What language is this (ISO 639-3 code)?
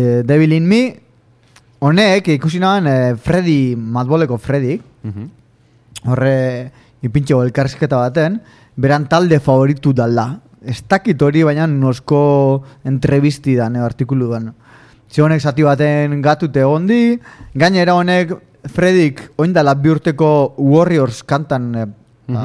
eus